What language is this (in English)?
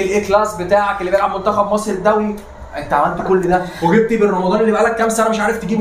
Egyptian Arabic